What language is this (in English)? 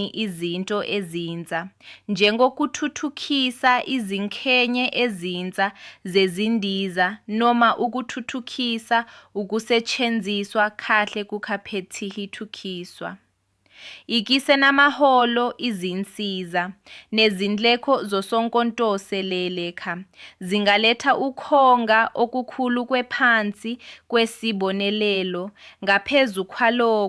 Zulu